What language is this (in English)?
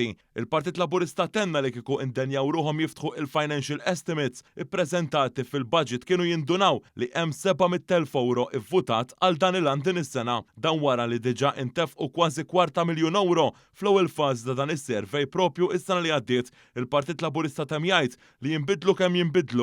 Maltese